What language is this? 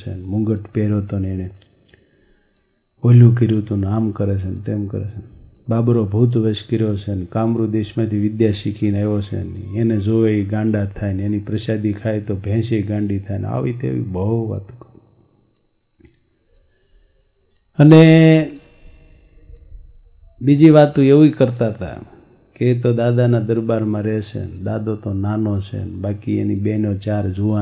Gujarati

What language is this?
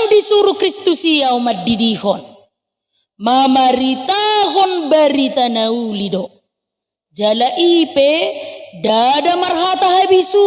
Batak Toba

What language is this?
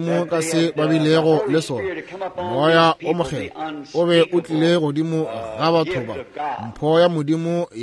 Northern Sotho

